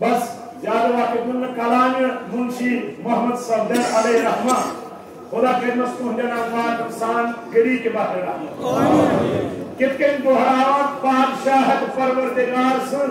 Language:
Kashmiri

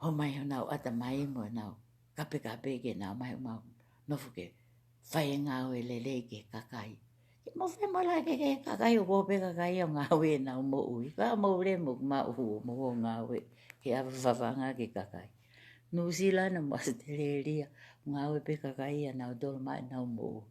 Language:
Tongan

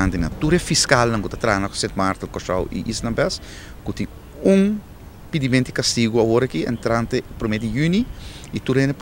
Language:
Papiamento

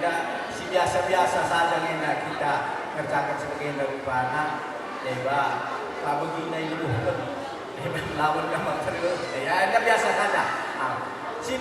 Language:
Batak Karo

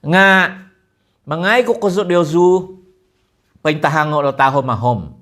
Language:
Central Dusun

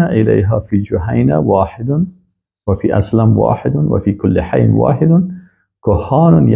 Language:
Tajik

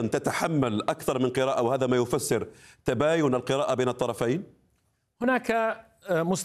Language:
Arabic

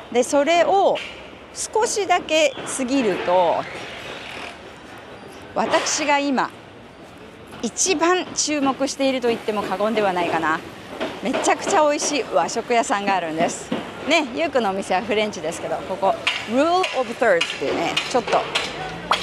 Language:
Japanese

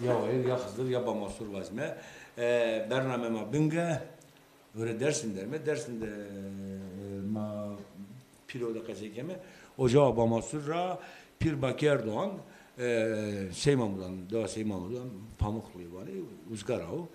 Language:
Zaza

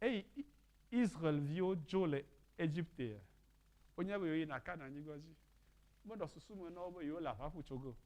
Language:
Ewe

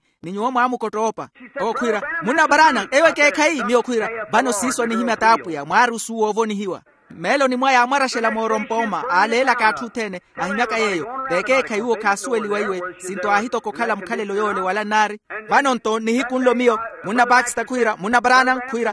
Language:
Makhuwa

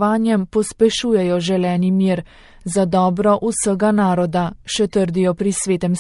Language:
Slovenian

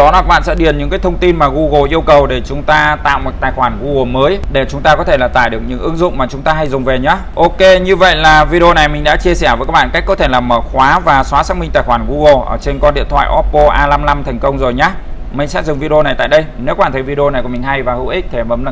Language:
Vietnamese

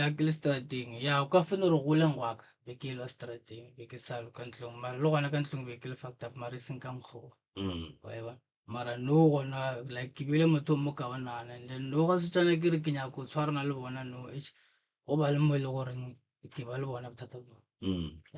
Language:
Northern Sotho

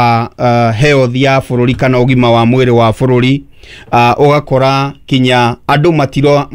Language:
Kikuyu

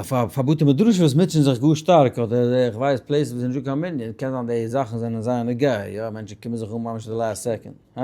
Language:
Yiddish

